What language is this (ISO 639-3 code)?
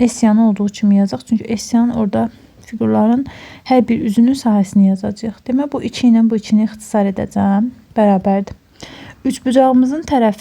aze